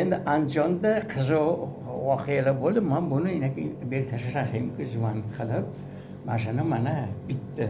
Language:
Uzbek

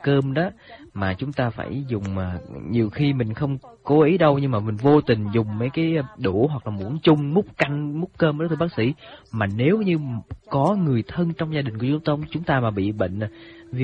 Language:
Vietnamese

